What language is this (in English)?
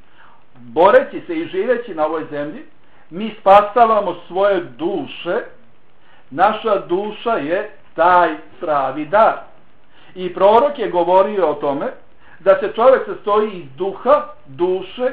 Bosnian